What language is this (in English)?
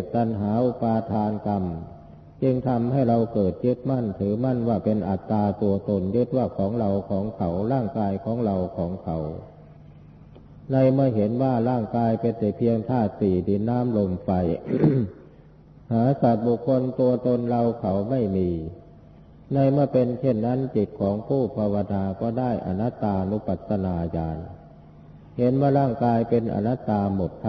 Thai